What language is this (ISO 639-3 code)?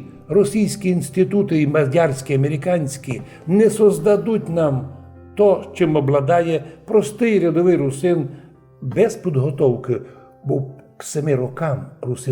rue